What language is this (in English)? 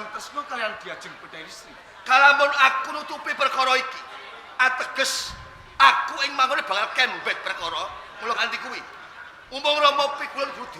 Javanese